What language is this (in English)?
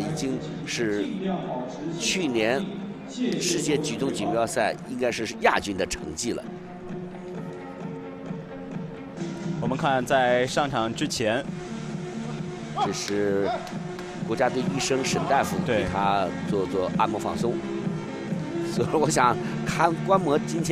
Chinese